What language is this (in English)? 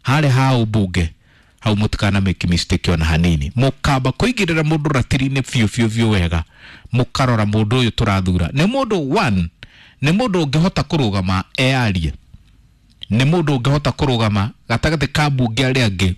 Kikuyu